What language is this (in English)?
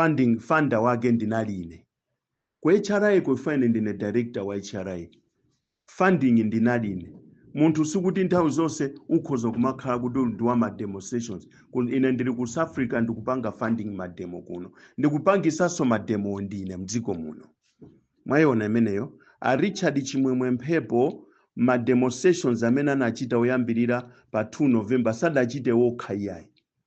Nyanja